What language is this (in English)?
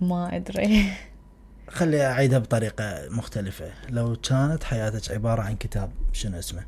Mesopotamian Arabic